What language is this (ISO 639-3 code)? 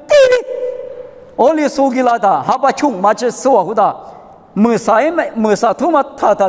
lis